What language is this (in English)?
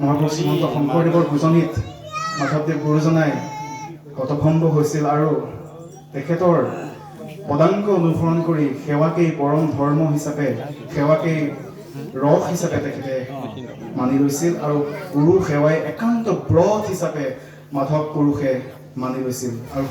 Assamese